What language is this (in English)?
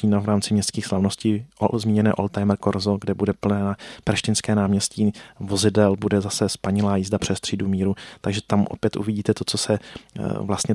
Czech